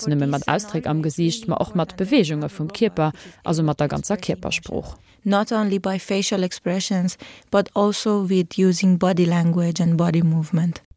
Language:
Luxembourgish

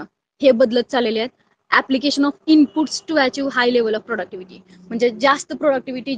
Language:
Marathi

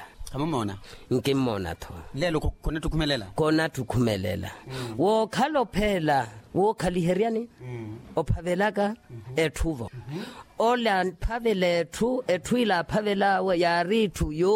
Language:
Makhuwa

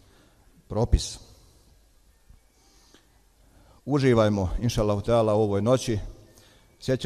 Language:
Bosnian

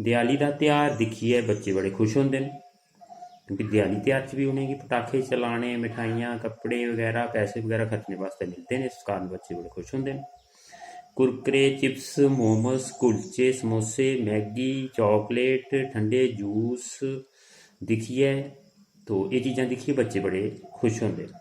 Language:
Dogri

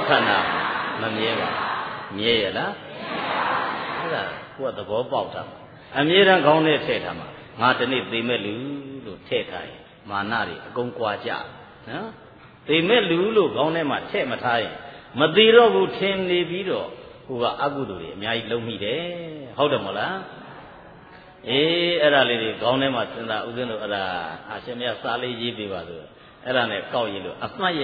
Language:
Burmese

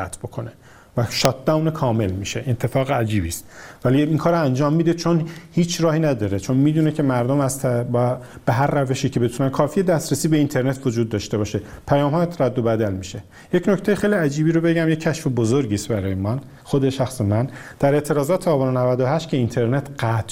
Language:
Persian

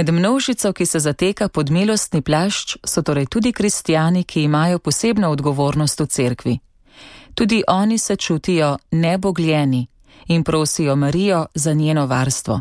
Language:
Slovenian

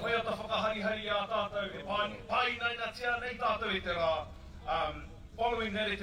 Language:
Māori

